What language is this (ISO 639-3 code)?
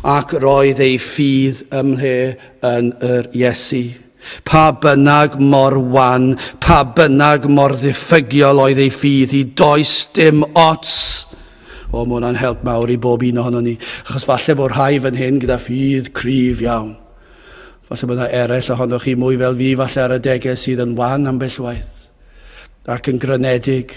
cym